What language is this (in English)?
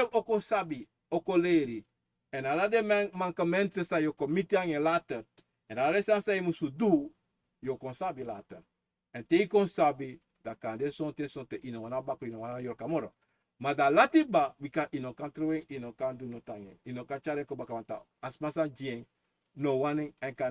Sranan Tongo